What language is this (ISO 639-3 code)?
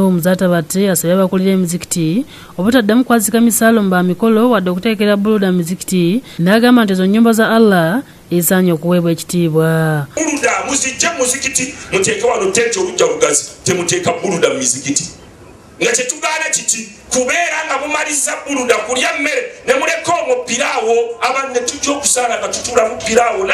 lug